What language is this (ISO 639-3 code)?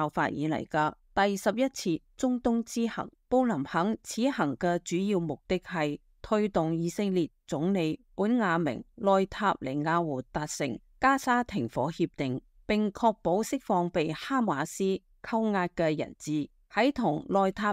yue